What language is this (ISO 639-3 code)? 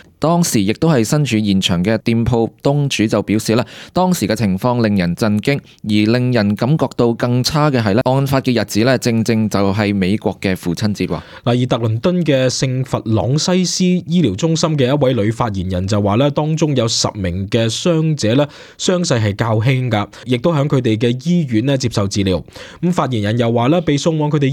yue